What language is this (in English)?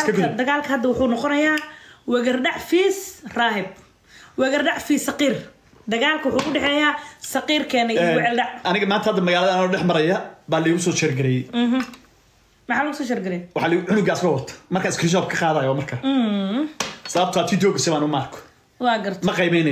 Somali